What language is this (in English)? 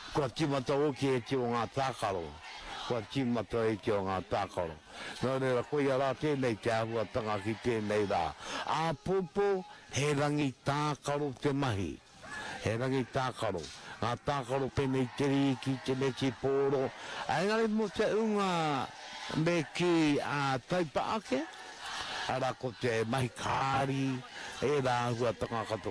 Māori